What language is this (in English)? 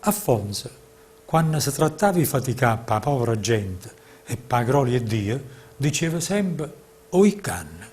Neapolitan